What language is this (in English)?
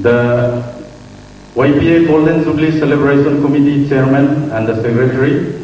Paite Chin